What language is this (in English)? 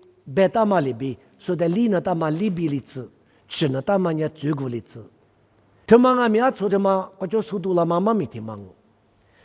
Lisu